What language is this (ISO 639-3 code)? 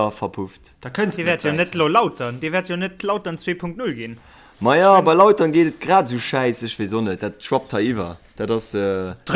ltz